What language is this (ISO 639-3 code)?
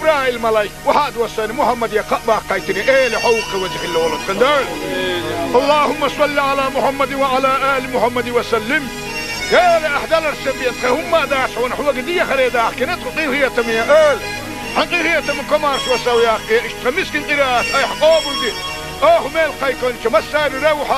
che